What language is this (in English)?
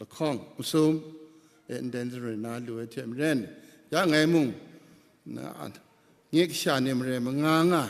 Kachin